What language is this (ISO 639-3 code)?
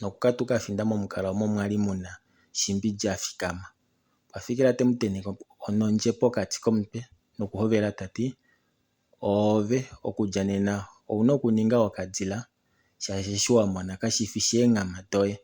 kua